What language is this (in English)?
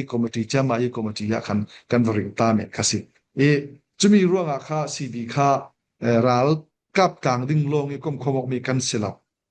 Falam Chin